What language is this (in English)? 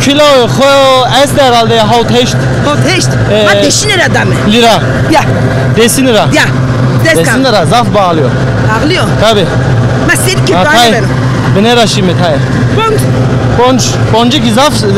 Zaza